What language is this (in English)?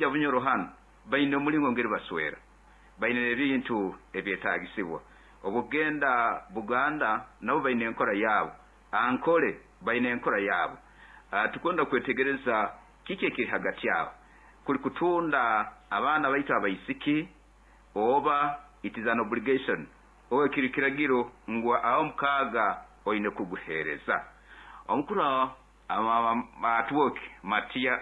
Nyoro